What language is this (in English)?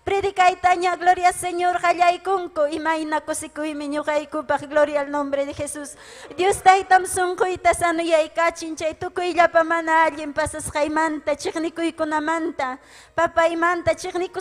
Ayacucho Quechua